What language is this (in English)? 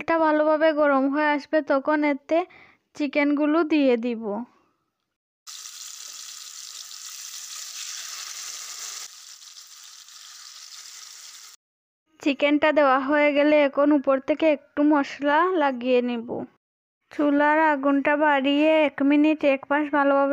Bangla